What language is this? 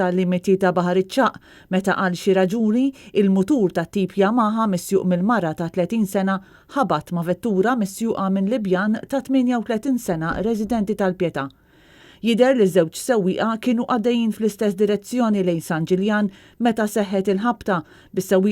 Maltese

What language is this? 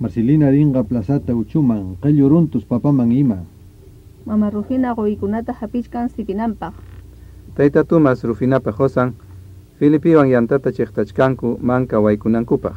Ayacucho Quechua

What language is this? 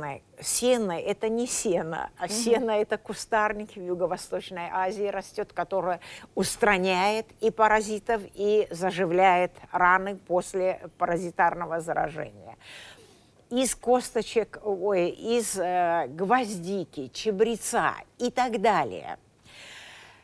Russian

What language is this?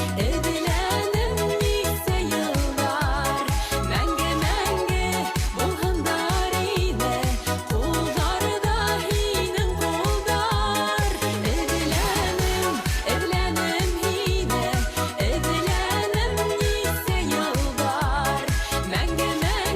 Bashkir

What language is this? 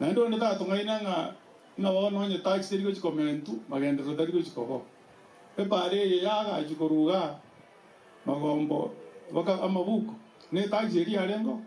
Gusii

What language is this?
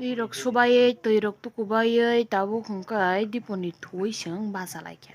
Kok Borok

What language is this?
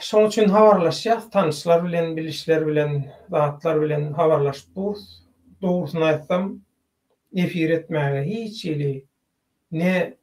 Turkmen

